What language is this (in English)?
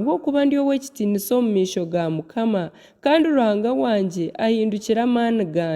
Nyankole